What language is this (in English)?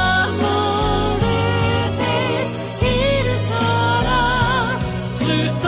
Japanese